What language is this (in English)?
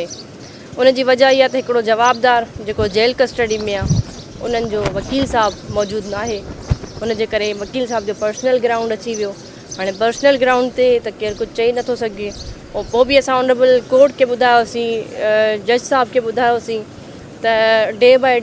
Sindhi